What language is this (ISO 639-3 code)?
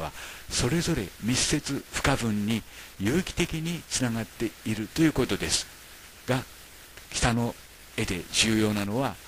jpn